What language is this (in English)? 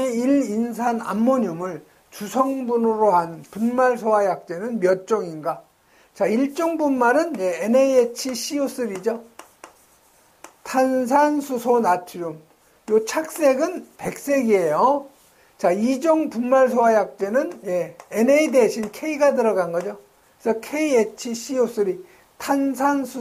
Korean